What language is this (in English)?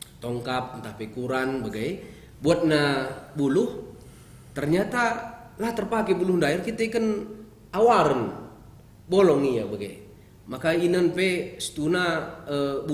Batak Karo